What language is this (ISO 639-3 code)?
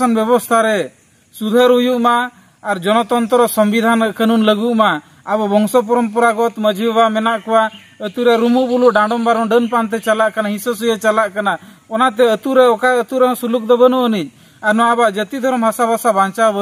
sat